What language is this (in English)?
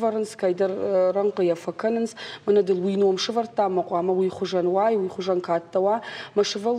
Ossetic